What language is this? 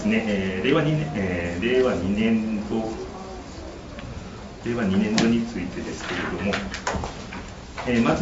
Japanese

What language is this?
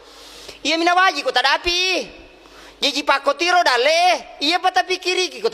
Buginese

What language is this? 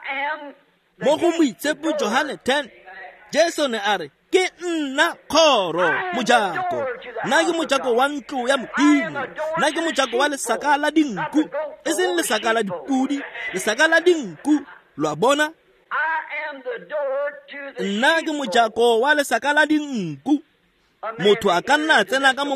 Tswana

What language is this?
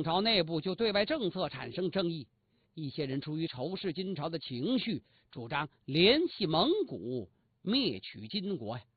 Chinese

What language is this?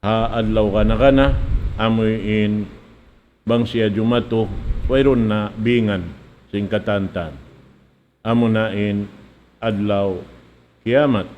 Tausug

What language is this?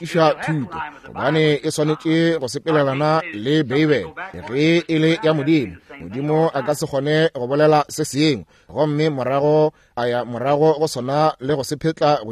Northern Sotho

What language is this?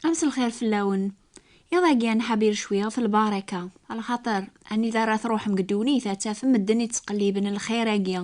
Kabyle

